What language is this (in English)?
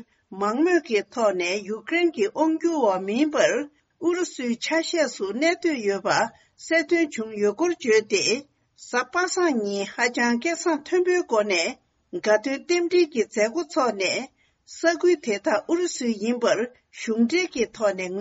Tibetan